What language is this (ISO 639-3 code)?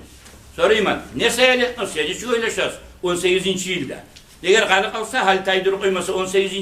kum